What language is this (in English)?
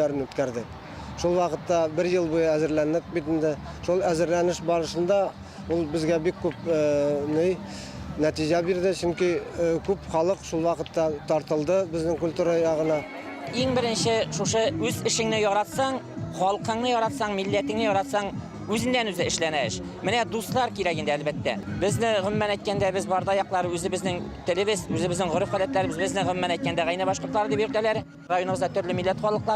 Bashkir